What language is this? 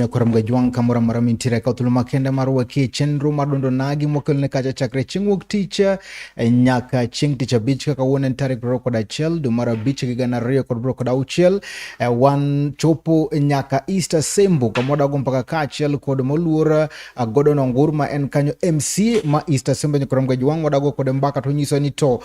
Luo (Kenya and Tanzania)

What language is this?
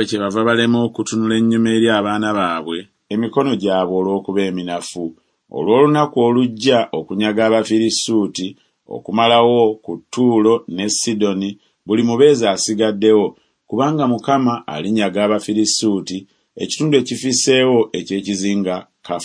Ganda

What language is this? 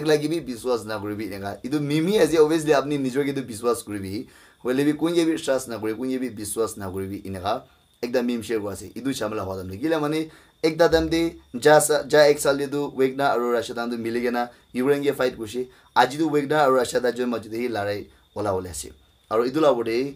Naga Pidgin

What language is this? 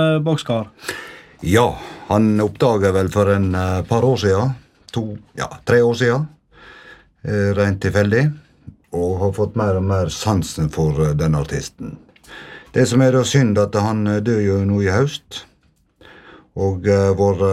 Norwegian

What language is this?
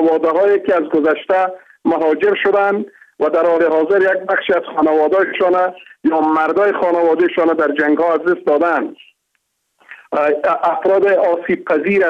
Persian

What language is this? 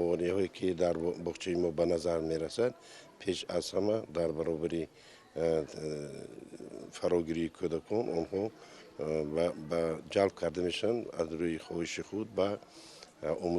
Tajik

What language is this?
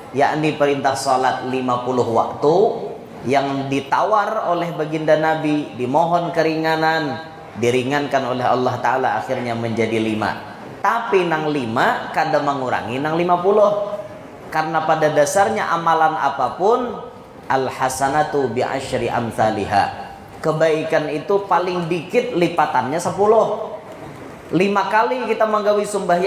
Banjar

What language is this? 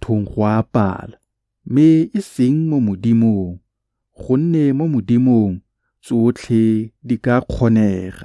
Tswana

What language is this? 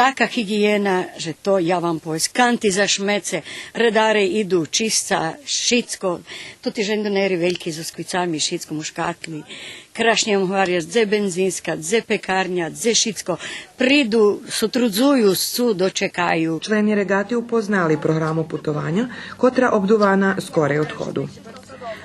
Rusyn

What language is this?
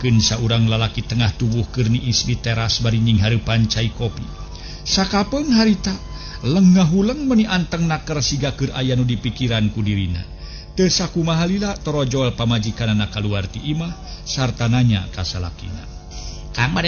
Sundanese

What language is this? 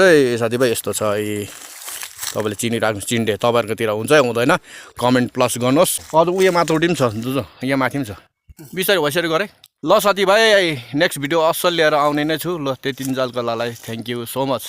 Nepali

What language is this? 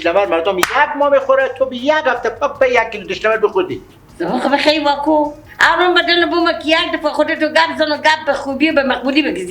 Persian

